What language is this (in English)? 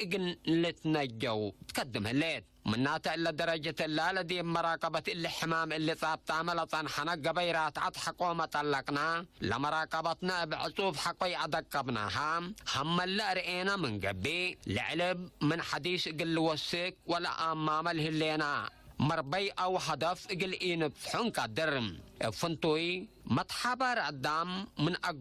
Tigre